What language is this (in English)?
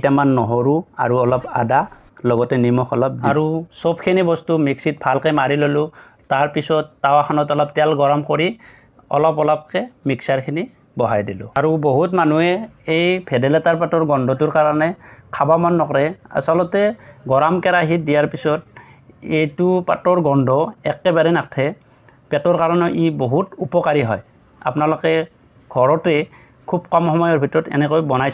Assamese